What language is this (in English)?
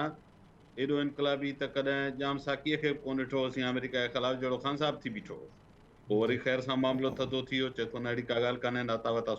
Sindhi